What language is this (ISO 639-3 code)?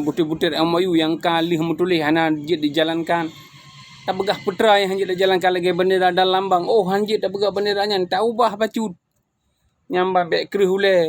ace